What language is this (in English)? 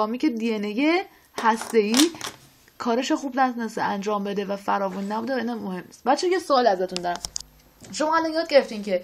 Persian